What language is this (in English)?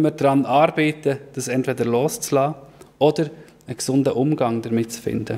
Swiss German